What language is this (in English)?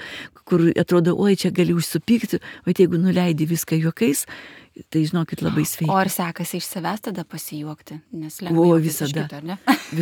Lithuanian